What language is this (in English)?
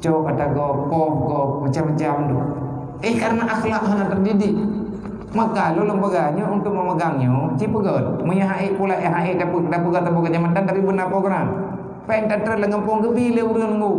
Achinese